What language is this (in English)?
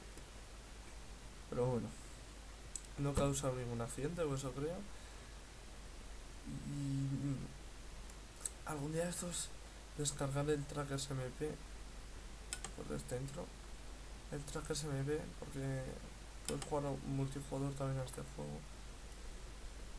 Spanish